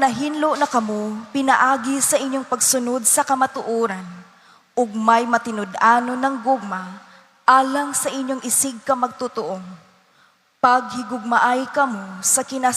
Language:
Cebuano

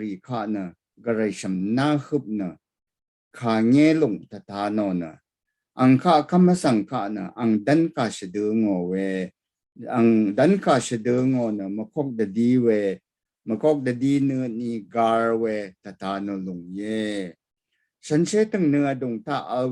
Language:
Rawang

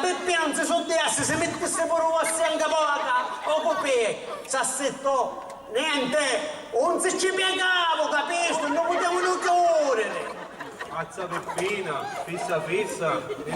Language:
Sicilian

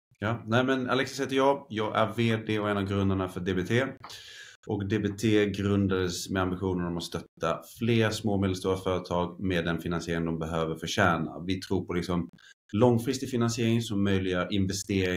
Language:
Swedish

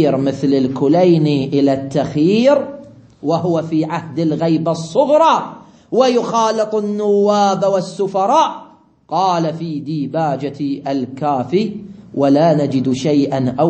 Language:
Arabic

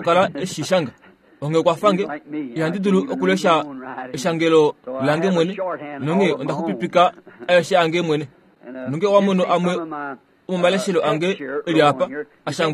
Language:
Kuanyama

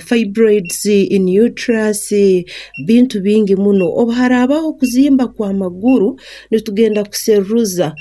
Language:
Nyankole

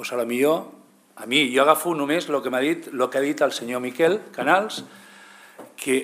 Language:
Catalan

